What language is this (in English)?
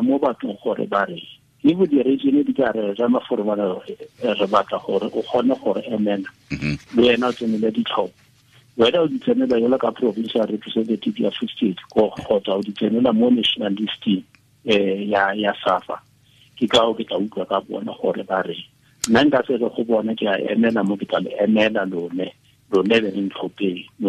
Tswana